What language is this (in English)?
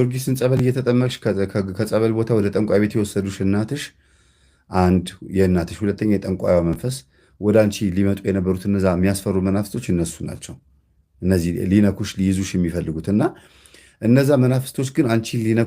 Amharic